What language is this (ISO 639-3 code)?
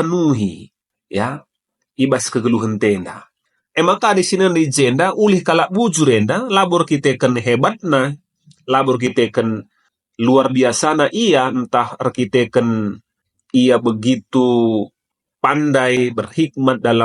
btx